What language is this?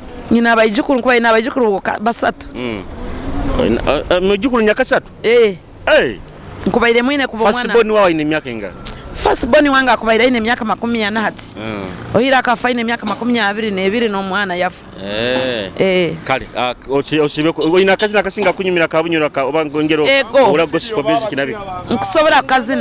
Nyoro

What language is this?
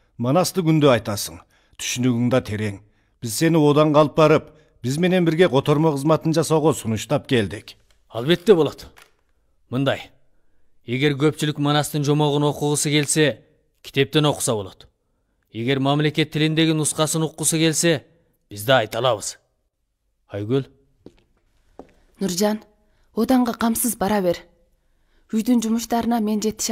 Kyrgyz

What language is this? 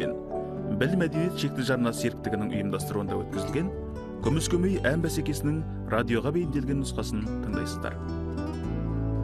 Kazakh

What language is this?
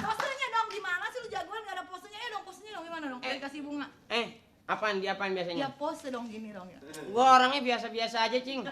Betawi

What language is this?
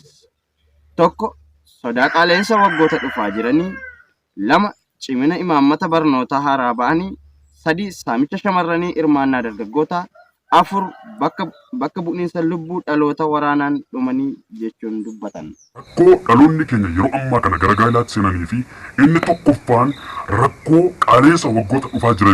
Oromo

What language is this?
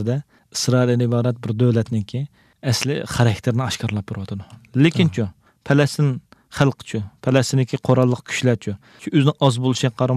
Uyghur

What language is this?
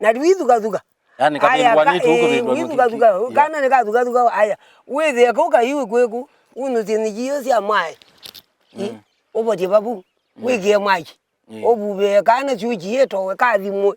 Kamba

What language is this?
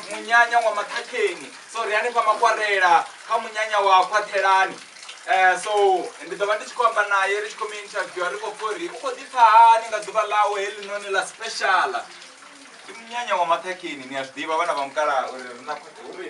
Venda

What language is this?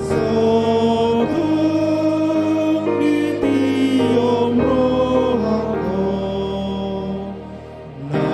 Batak Toba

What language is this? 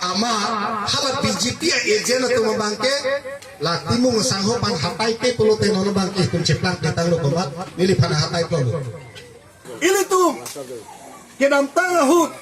Karbi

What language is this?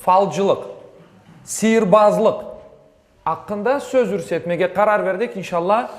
Crimean Tatar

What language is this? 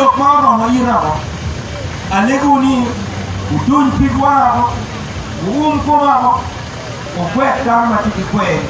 Acoli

